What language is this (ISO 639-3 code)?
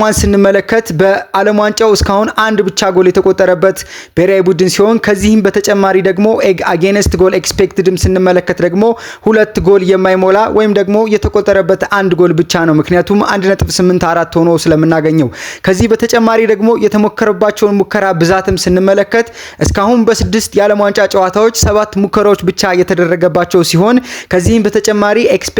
amh